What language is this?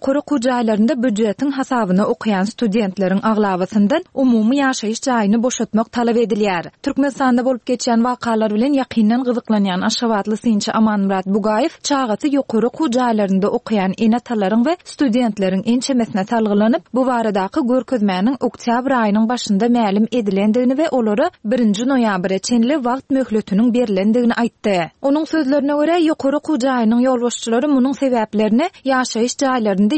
Turkmen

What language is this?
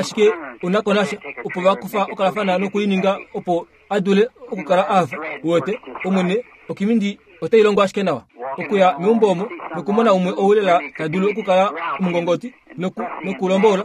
Kuanyama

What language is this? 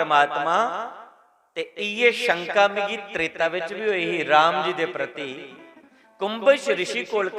Dogri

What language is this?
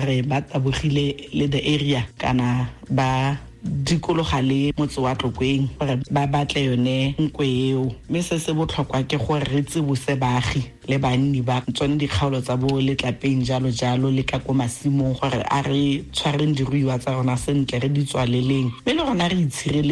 Tswana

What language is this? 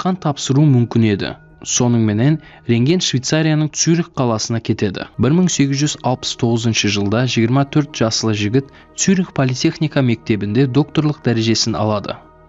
Kara-Kalpak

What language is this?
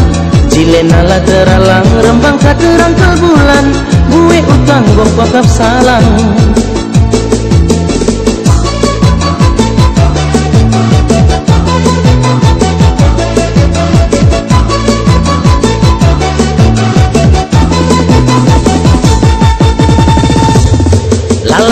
Batak Karo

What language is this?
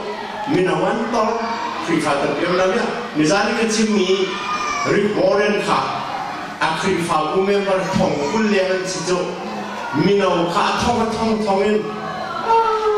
Hakha Chin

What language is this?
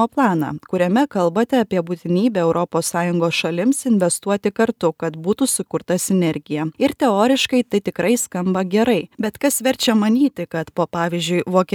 Lithuanian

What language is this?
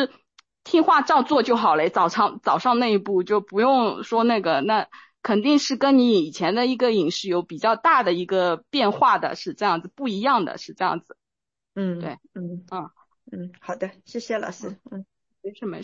Chinese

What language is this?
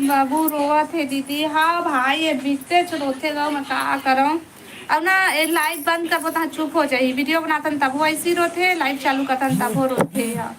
Chhattisgarhi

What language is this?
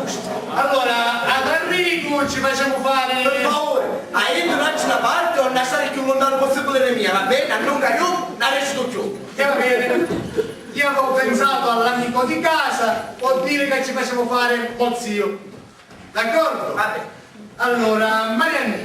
Sicilian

